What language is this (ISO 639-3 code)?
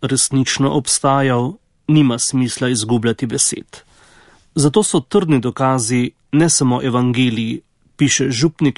slv